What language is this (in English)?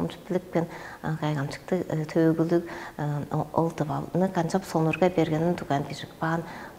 Tuvinian